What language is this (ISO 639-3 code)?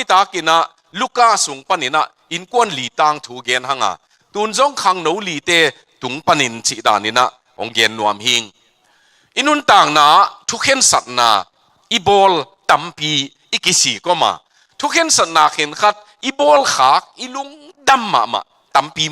ctd